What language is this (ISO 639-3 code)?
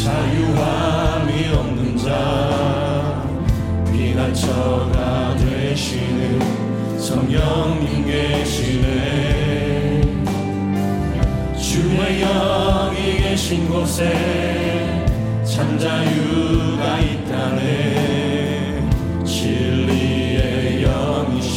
kor